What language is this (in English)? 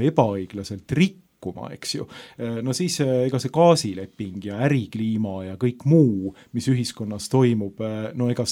Estonian